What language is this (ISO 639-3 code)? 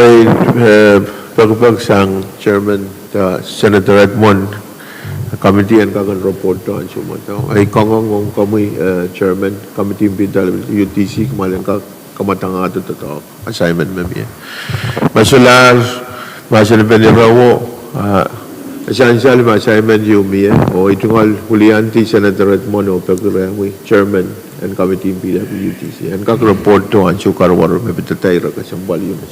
pon